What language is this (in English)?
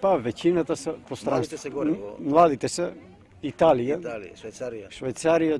Macedonian